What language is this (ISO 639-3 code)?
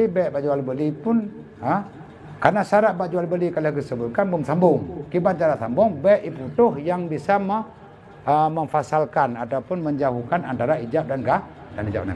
ace